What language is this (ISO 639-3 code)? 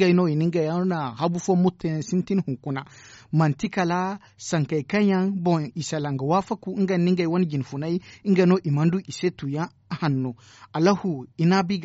dje